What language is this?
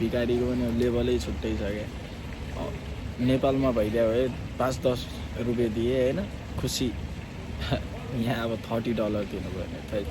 Nepali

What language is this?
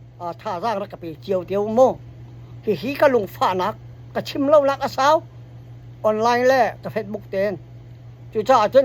Hakha Chin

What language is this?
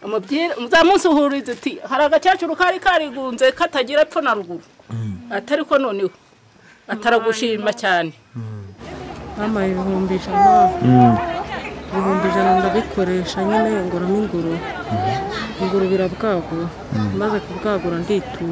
Kinyarwanda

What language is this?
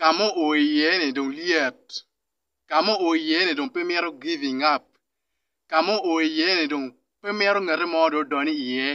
Acoli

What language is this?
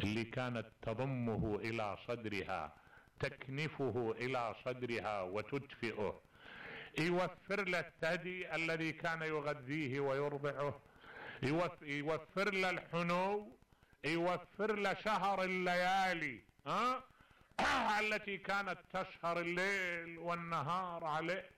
Mesopotamian Arabic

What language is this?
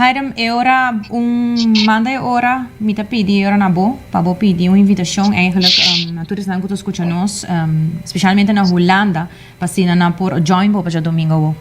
Papiamento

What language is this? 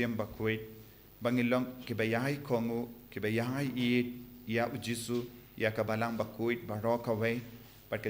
Khasi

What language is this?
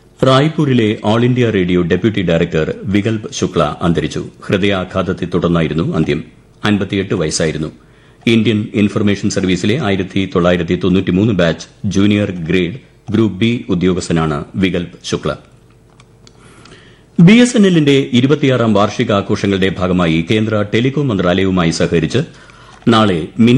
Malayalam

